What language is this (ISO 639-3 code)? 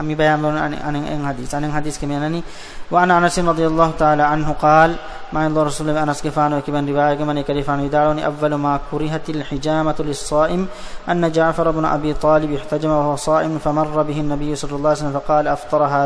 div